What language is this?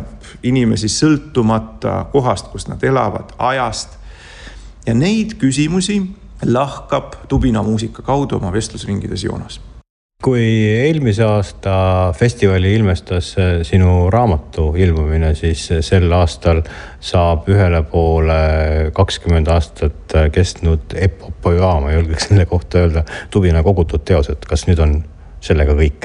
Estonian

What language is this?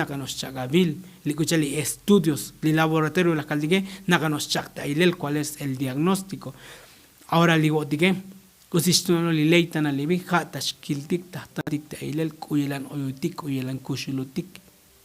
Tzotzil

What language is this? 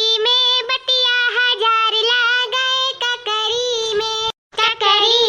Awadhi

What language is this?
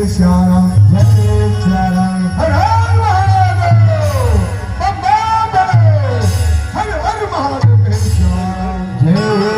Chhattisgarhi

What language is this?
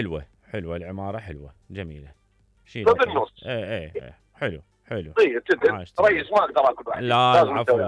Mesopotamian Arabic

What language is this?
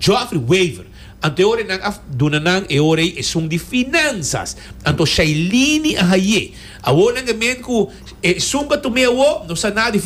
Papiamento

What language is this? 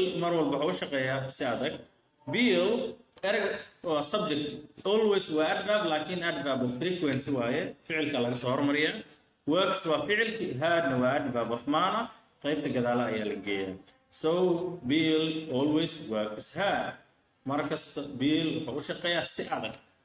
Somali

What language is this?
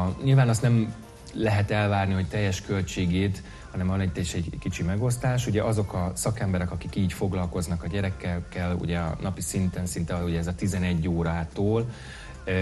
Hungarian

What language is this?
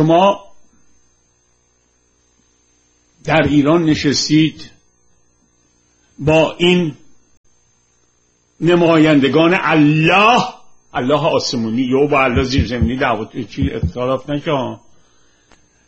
Persian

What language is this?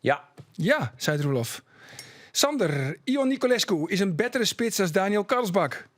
Western Frisian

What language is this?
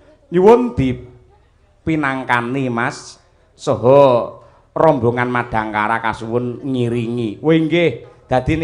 Javanese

